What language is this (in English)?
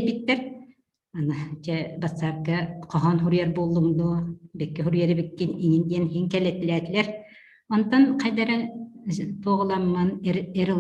Yakut